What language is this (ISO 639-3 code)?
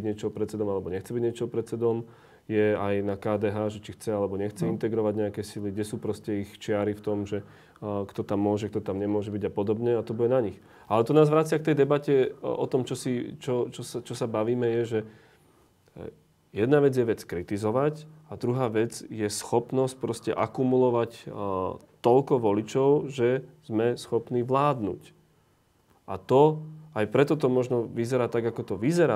slk